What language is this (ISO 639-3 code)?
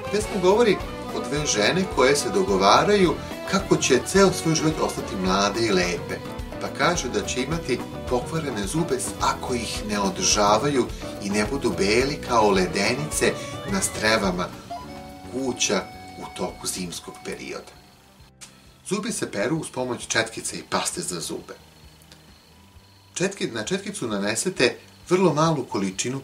srp